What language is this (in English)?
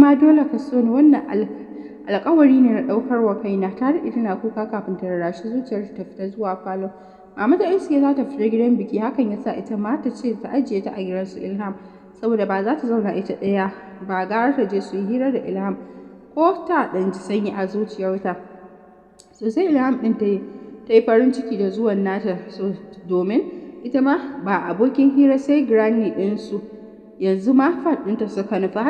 Hausa